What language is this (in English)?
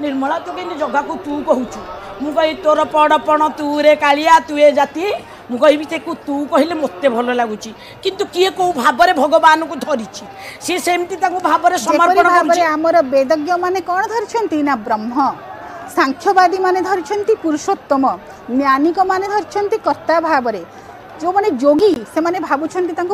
Odia